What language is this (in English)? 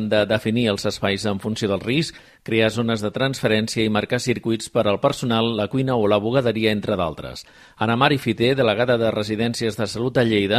Catalan